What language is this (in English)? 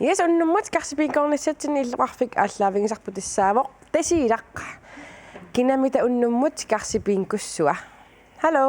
Kalaallisut